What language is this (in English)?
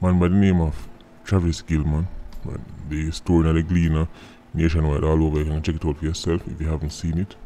Jamaican Creole English